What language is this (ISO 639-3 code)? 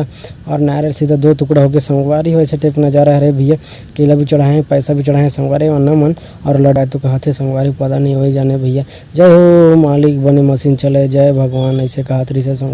hne